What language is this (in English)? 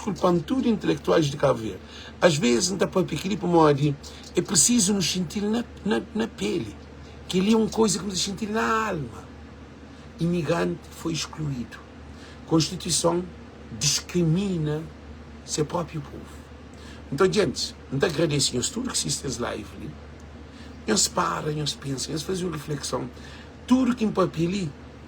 Kabuverdianu